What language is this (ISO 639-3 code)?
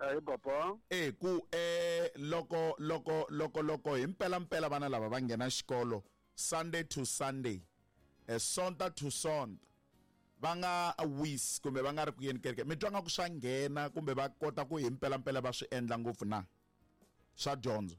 tso